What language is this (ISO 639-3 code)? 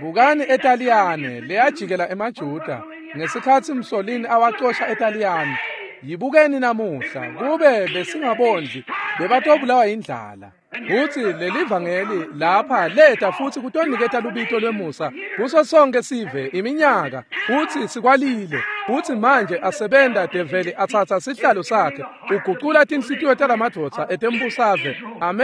ssw